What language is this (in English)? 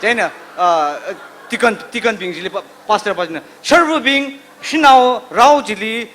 Tangkhul Naga (India)